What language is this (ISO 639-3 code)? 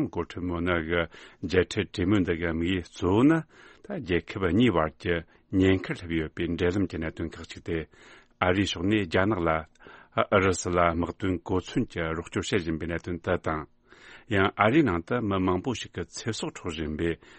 bod